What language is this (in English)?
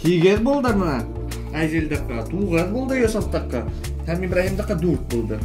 Bashkir